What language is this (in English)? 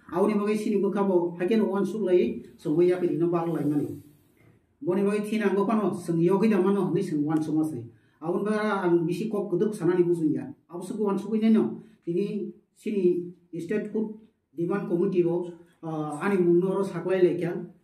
Kok Borok